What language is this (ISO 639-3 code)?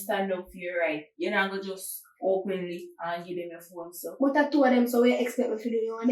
jam